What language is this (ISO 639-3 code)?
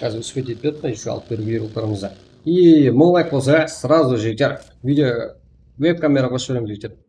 kaa